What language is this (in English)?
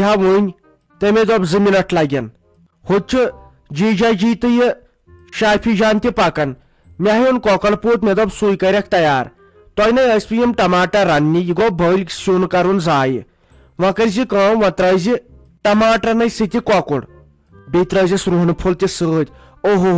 Kashmiri